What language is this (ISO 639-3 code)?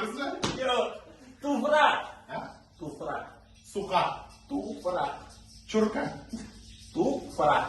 tat